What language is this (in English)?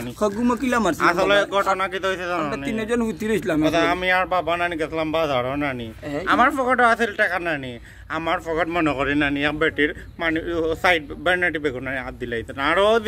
Sylheti